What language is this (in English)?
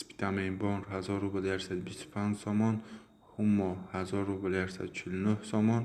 Tajik